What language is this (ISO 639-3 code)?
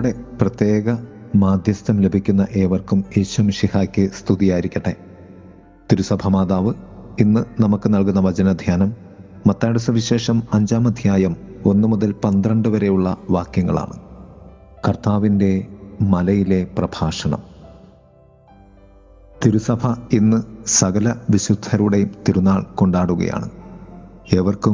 mal